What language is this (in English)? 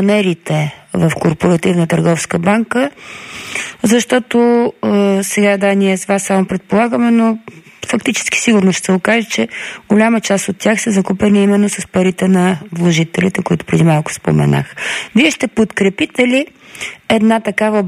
Bulgarian